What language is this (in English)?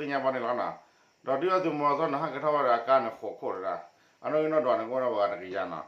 S'gaw Karen